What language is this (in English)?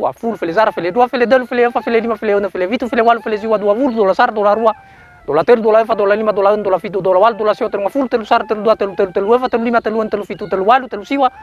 Nias